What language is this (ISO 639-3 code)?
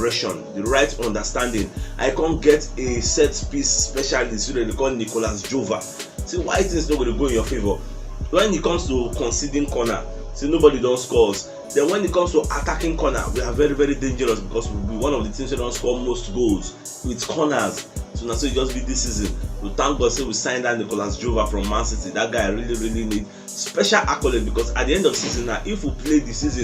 pcm